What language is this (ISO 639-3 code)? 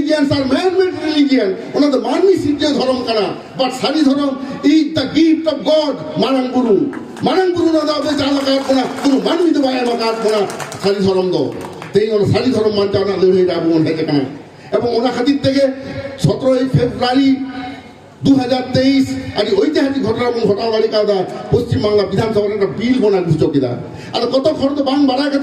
sat